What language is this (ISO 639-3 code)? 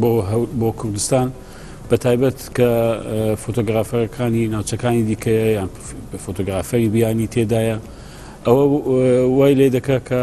ckb